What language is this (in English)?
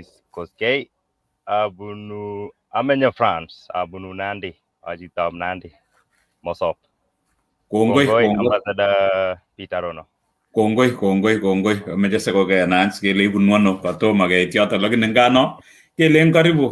Kalenjin